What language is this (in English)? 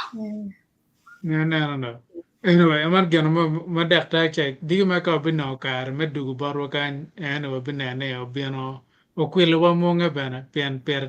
Acoli